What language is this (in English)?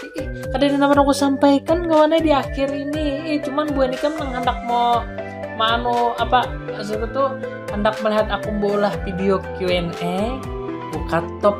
Banjar